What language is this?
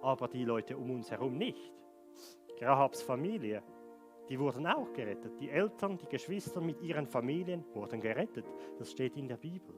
Swiss German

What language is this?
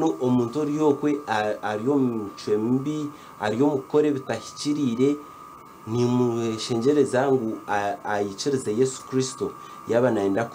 Nyankole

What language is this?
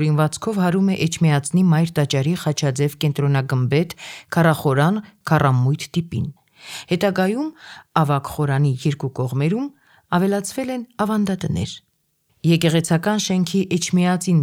Armenian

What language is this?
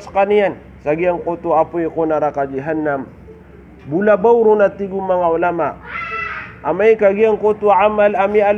Maranao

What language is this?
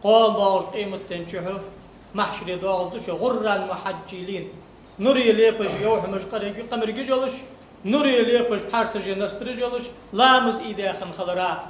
Ingush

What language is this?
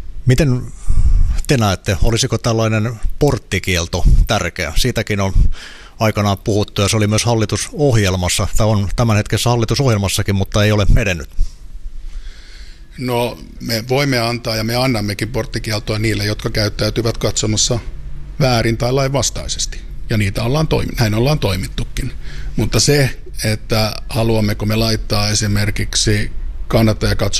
Finnish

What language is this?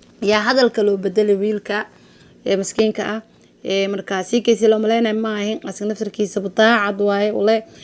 Somali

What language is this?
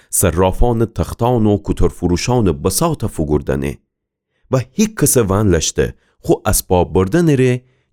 Gilaki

